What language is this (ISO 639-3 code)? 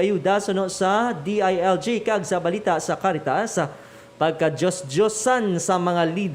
hil